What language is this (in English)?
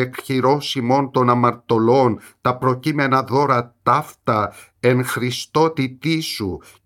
Greek